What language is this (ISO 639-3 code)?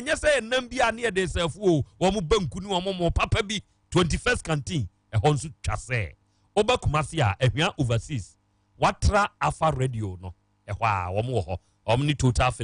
aka